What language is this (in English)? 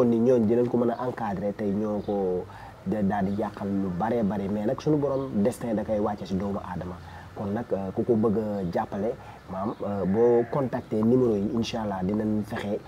Wolof